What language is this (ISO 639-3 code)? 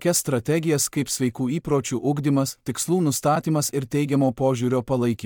lit